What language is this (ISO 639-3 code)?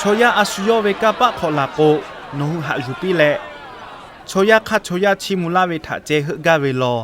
lhu